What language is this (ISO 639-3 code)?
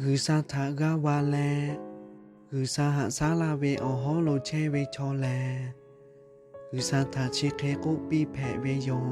lhu